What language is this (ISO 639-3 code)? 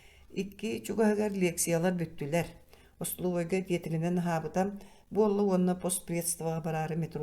sah